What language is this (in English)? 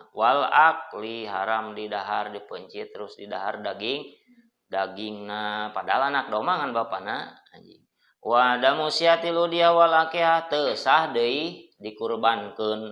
Sundanese